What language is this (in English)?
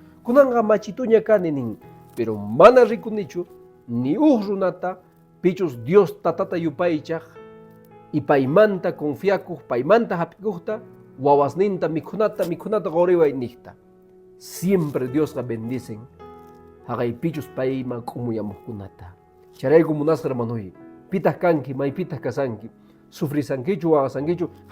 Quechua